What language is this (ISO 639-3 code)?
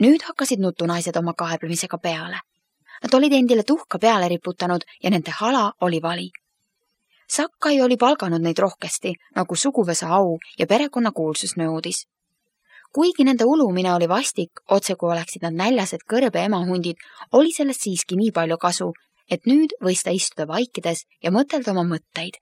est